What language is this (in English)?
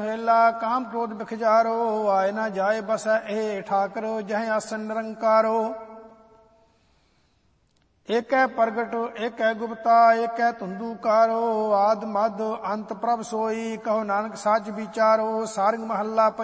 Punjabi